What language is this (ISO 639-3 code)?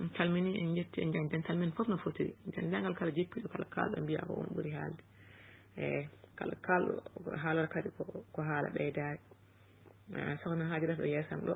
ful